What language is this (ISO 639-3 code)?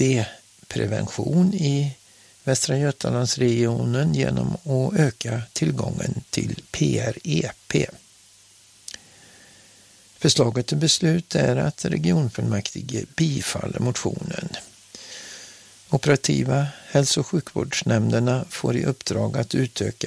swe